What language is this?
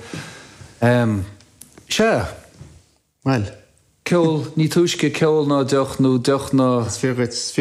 Irish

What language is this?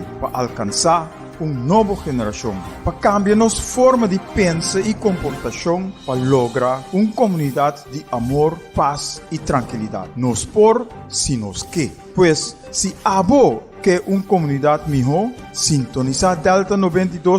Papiamento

